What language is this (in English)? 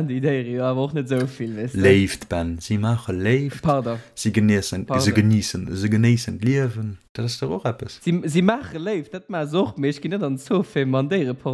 Luxembourgish